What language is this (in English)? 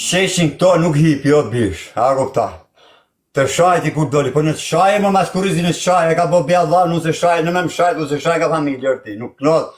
Albanian